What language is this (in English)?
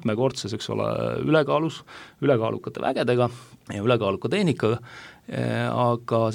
Estonian